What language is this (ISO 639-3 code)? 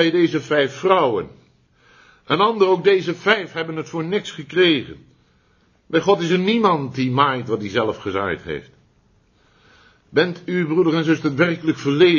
nld